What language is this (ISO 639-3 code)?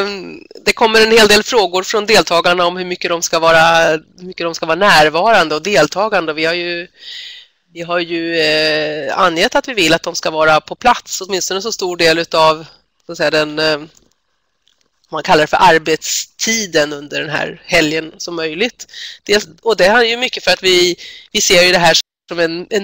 swe